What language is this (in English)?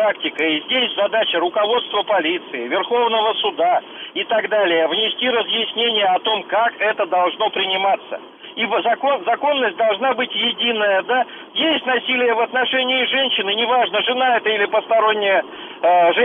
Russian